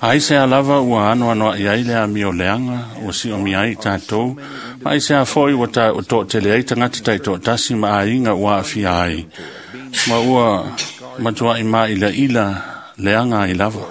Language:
Samoan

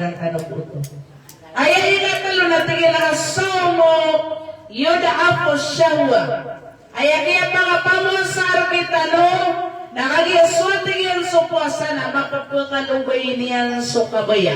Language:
Maranao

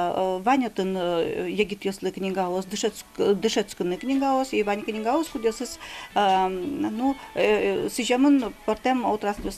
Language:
Udmurt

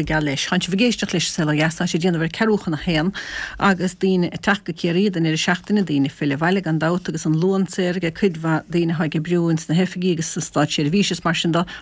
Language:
Irish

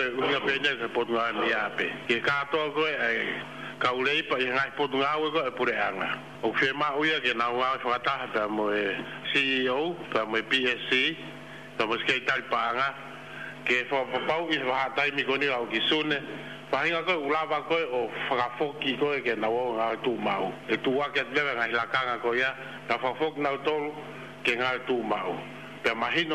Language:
Tongan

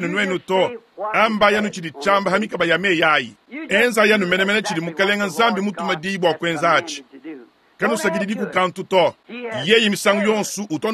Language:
Luba-Lulua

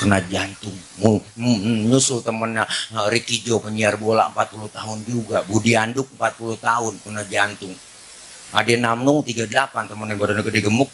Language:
Betawi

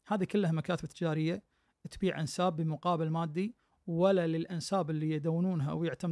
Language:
Najdi Arabic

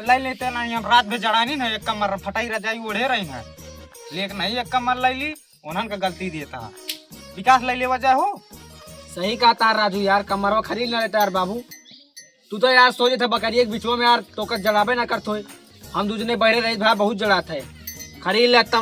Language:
Awadhi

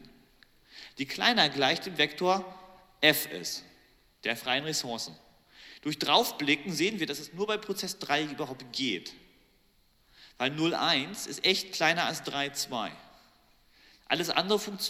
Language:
German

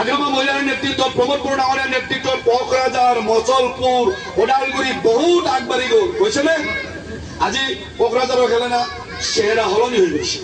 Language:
Assamese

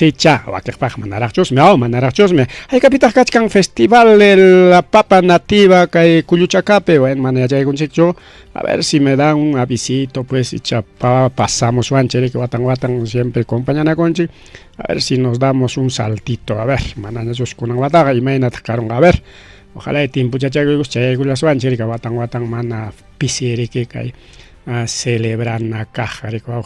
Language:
Ayacucho Quechua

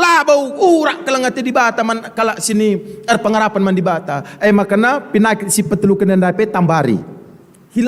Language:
Batak Karo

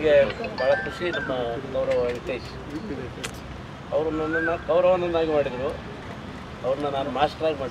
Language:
Kannada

